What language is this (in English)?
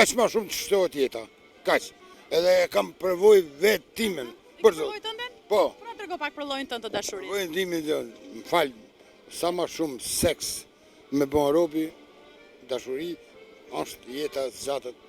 Albanian